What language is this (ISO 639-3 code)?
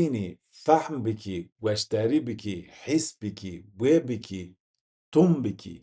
zza